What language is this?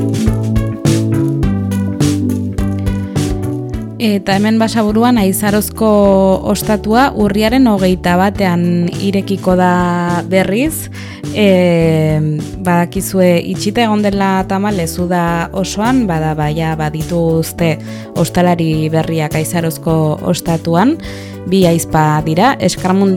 Basque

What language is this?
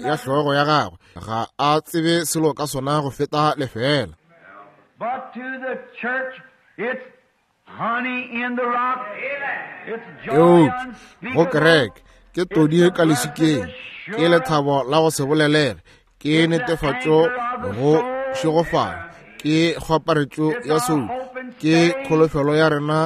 Northern Sotho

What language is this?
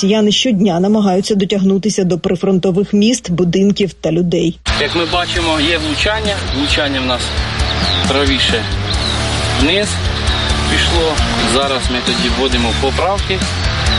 Ukrainian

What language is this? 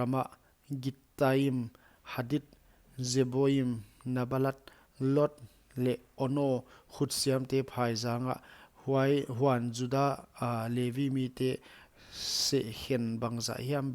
Paite Chin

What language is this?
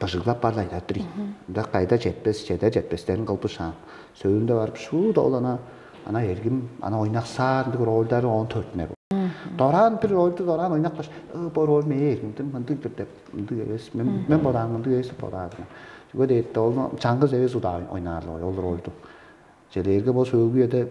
Tuvinian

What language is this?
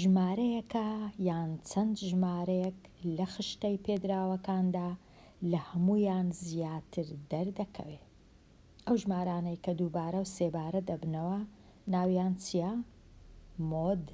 Central Kurdish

